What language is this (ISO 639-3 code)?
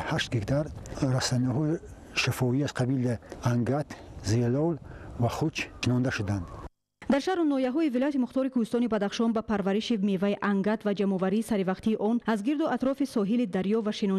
tgk